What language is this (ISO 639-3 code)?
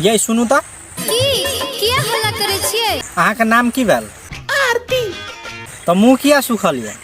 mai